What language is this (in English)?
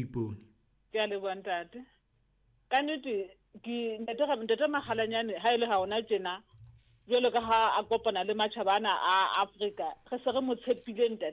Southern Sotho